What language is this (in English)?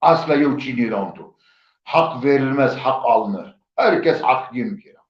Zaza